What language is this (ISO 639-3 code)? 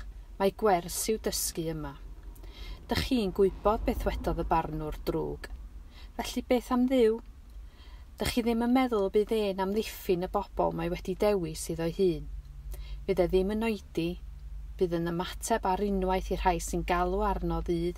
cym